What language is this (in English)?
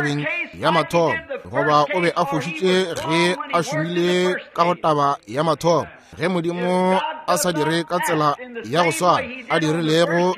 Northern Sotho